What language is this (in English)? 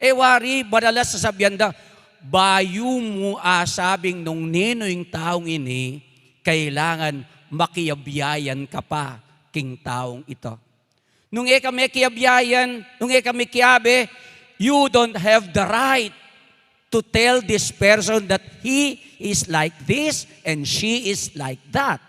Pampanga